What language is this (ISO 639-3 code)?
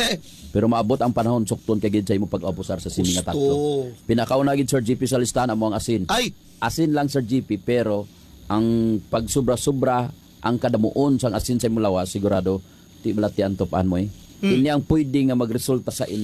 hil